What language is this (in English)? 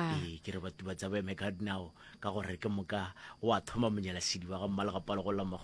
Northern Sotho